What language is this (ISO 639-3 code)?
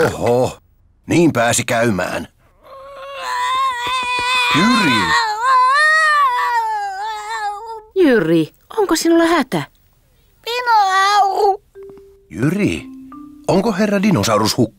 fin